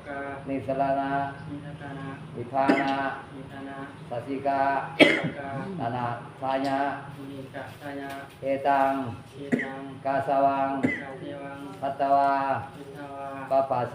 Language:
Pali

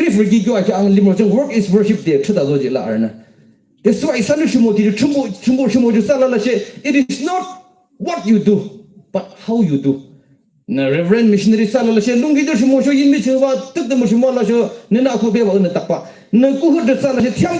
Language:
Yimchungru Naga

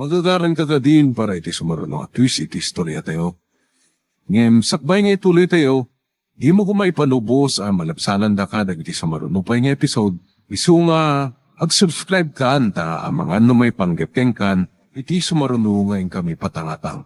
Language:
Iloko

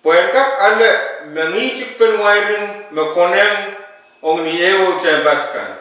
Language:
Pohnpeian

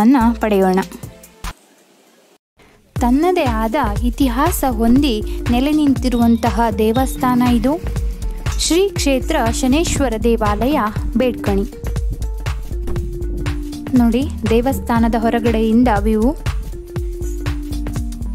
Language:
Kannada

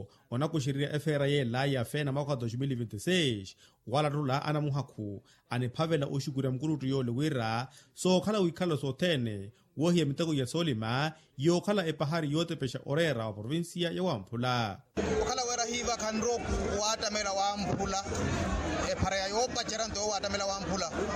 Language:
Makhuwa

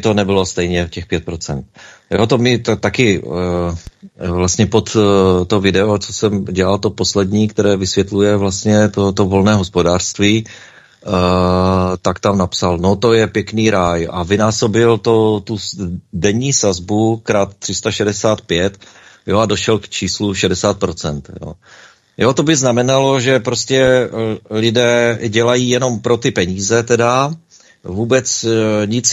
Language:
Czech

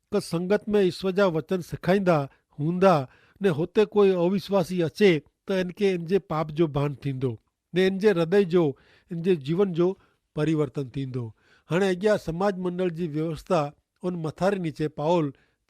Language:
Kachhi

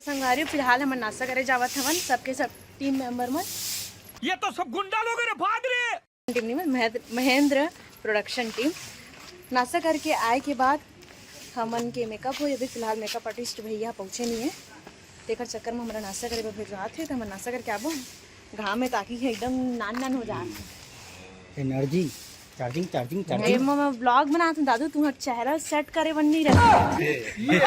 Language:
Chhattisgarhi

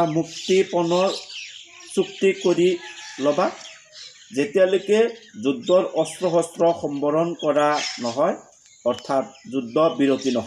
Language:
Assamese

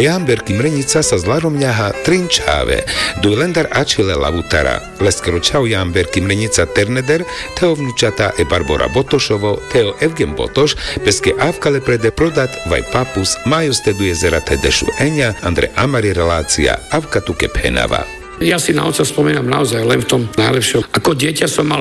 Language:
Slovak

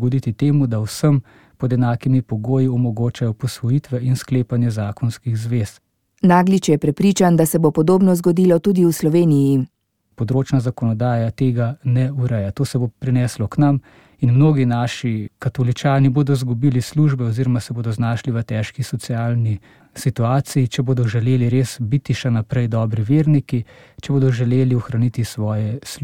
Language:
Slovenian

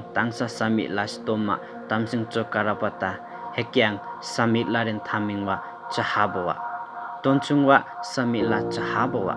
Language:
Limbu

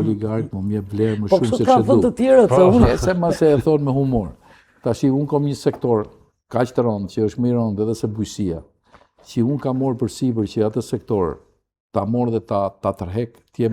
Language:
Albanian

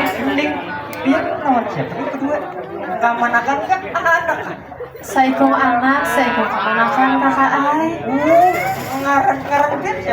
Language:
Banjar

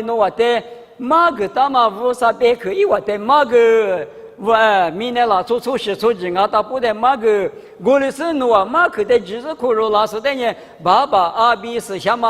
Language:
Lisu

